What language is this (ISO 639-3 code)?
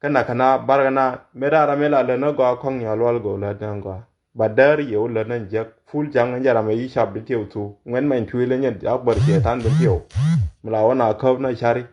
nus